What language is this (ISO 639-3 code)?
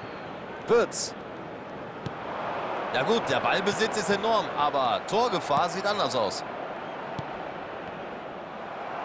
deu